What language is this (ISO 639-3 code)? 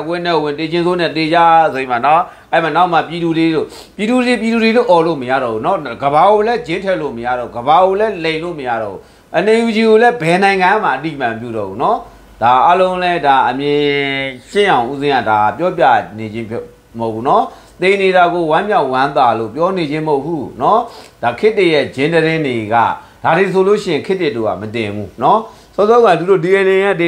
mya